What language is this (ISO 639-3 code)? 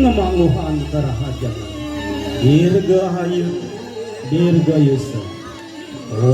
ban